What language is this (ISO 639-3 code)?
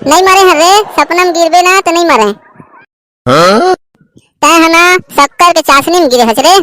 hne